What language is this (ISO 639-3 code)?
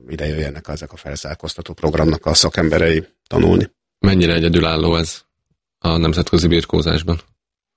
hun